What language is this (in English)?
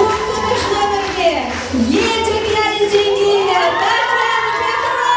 Chuvash